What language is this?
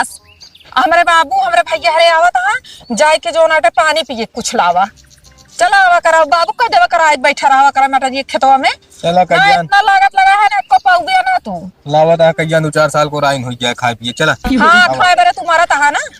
Awadhi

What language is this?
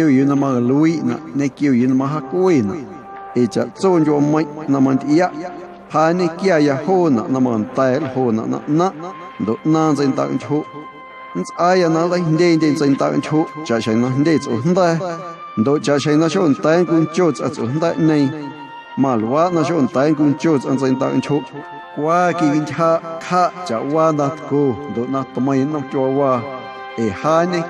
Guerrero Amuzgo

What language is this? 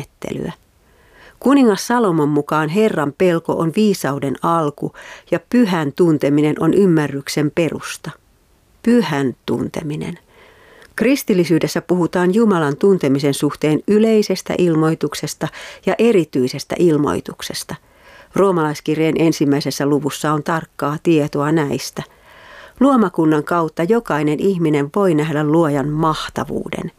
Finnish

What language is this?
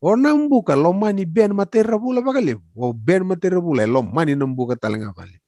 Fijian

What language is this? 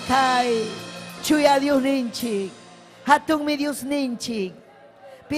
Ayacucho Quechua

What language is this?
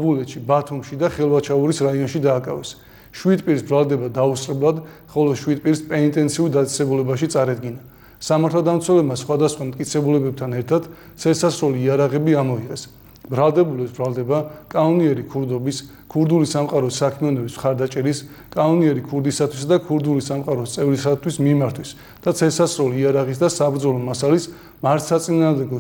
Georgian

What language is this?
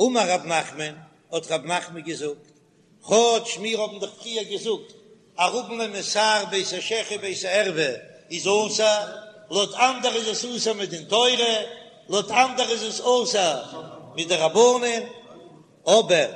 Yiddish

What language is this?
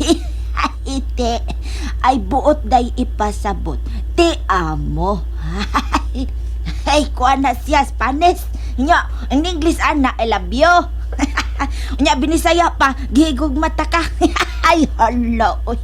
Cebuano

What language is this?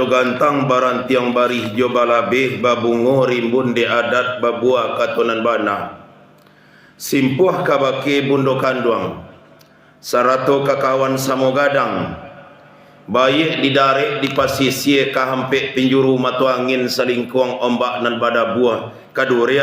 Minangkabau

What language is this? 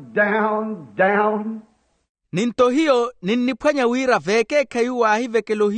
Makhuwa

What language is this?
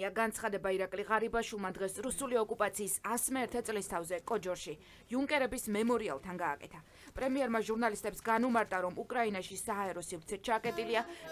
Georgian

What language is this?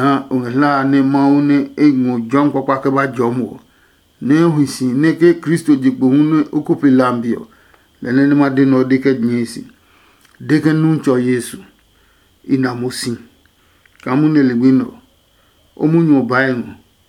Adangme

